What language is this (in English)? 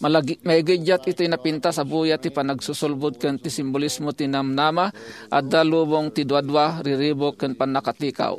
Iloko